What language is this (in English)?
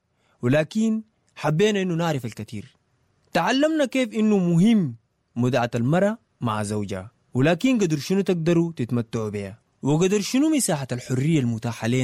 Sudanese Arabic